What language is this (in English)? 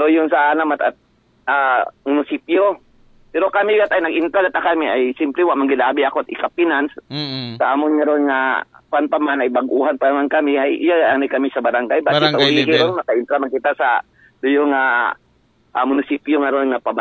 Aklanon